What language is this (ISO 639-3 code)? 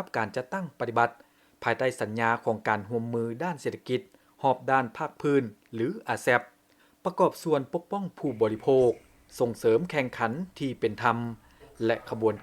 lao